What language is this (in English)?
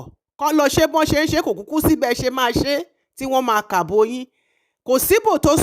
Yoruba